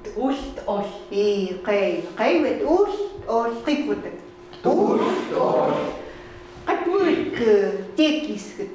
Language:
Chukot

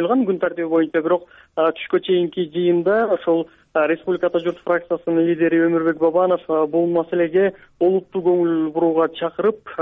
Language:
Kyrgyz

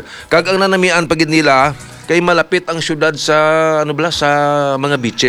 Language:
Hiligaynon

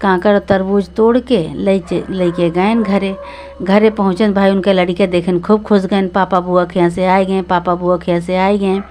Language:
Awadhi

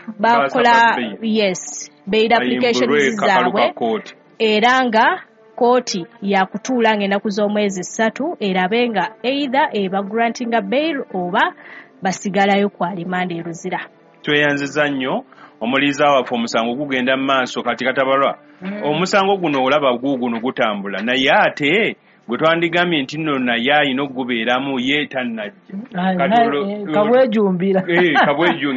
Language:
Ganda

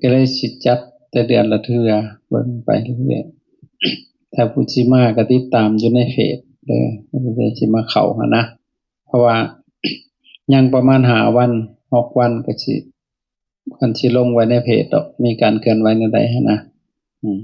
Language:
Lao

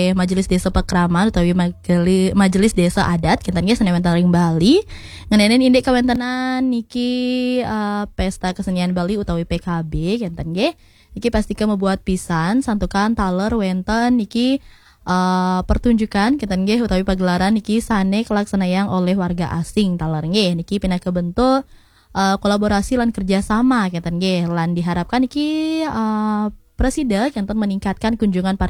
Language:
Balinese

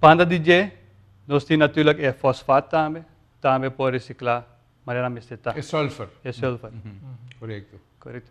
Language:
Papiamento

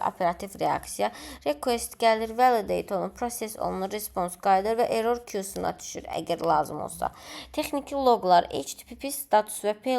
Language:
Azerbaijani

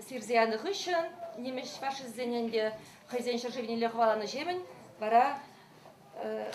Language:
Chuvash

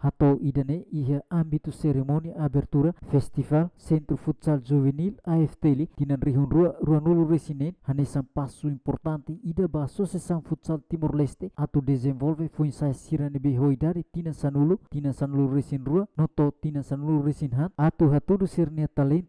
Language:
Tetum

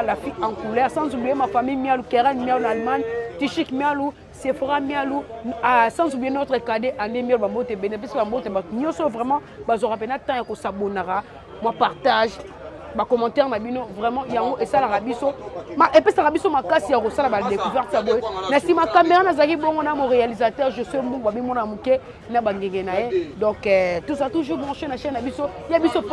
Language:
Lingala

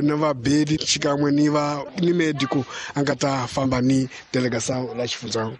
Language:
Tsonga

